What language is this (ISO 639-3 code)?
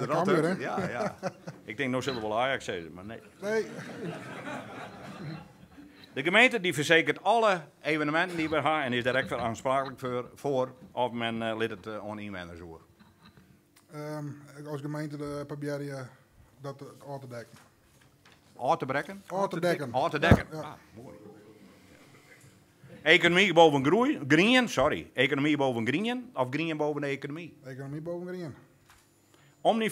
nld